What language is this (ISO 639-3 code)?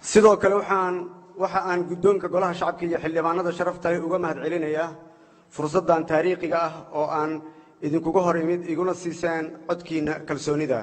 som